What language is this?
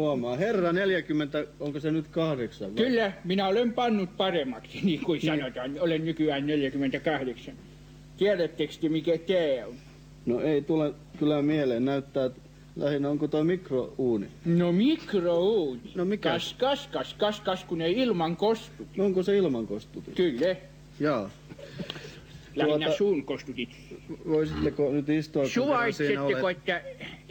Finnish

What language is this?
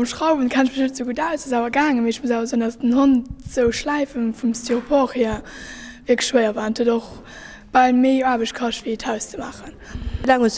Luxembourgish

